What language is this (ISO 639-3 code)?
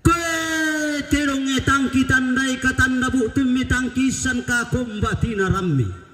sda